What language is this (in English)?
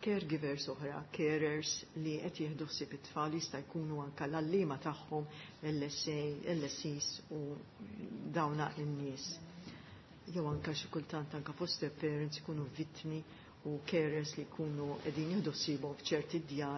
Maltese